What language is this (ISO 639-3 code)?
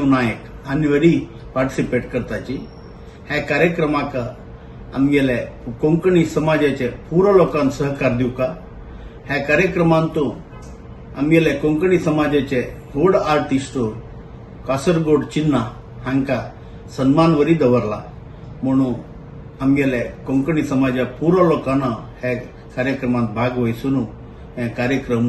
kok